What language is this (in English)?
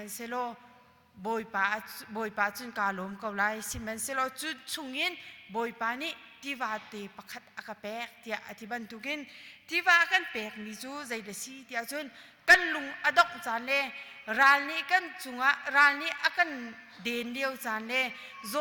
Hakha Chin